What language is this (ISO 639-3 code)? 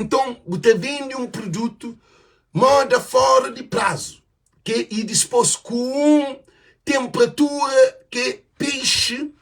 kea